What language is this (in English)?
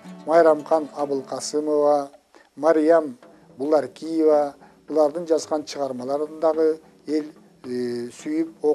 Kyrgyz